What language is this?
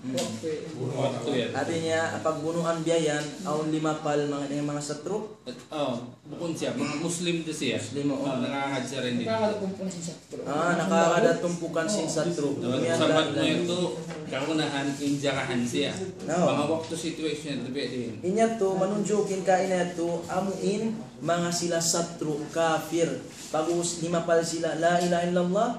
Tausug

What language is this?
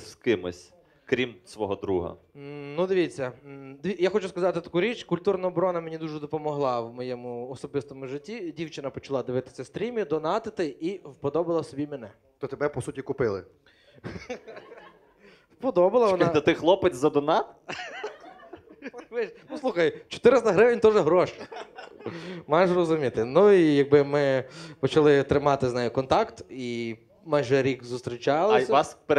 Ukrainian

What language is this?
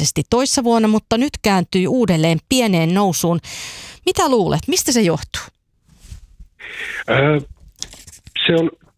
Finnish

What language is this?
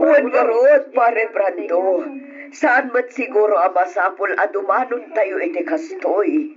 Iloko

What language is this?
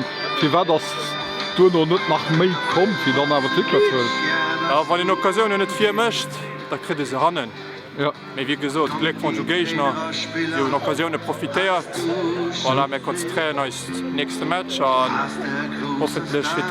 Luxembourgish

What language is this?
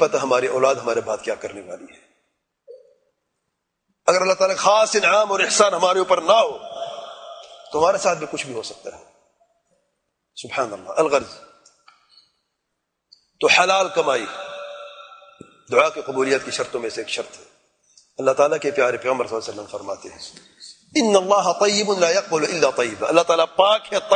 Urdu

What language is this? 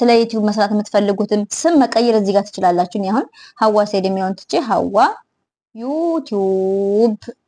Amharic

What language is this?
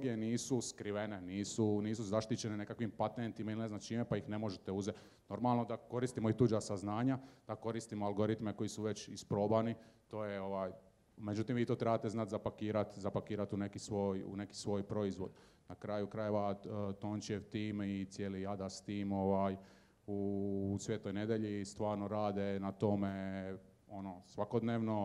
Croatian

